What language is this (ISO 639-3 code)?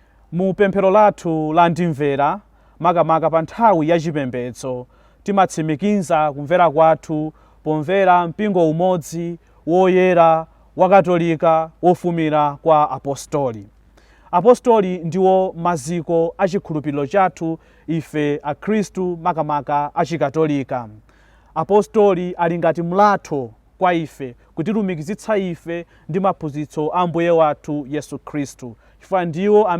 nya